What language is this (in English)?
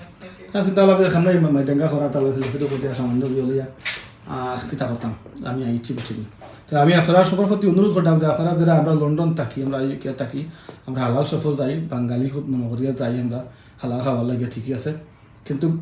Sylheti